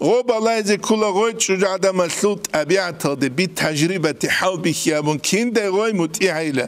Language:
Avaric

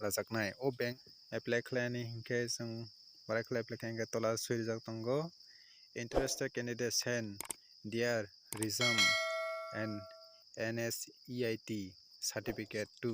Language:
Kok Borok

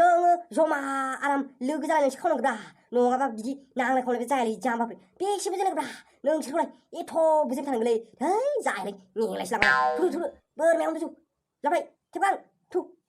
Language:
Bodo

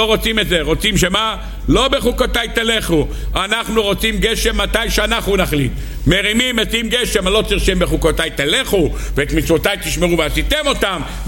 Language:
Hebrew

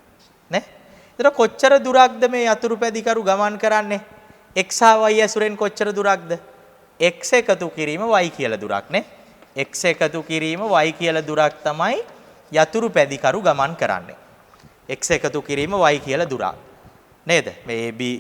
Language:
Sinhala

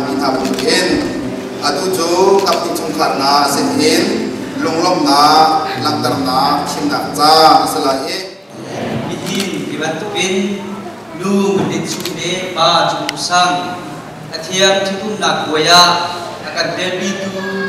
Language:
Hakha Chin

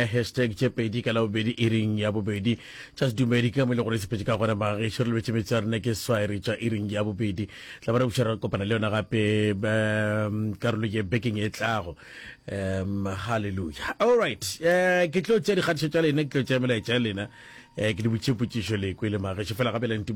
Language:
Northern Sotho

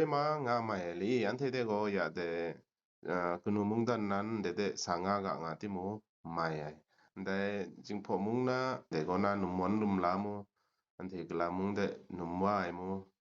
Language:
Kachin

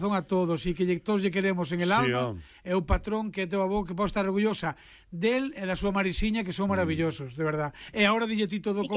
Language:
Galician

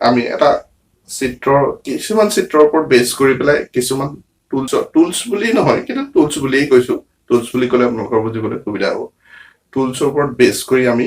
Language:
Assamese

